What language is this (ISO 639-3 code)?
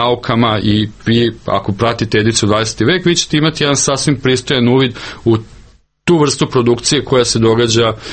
srp